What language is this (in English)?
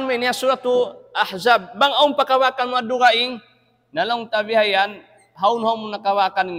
Tausug